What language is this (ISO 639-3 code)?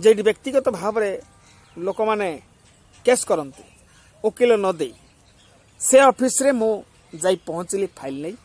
ori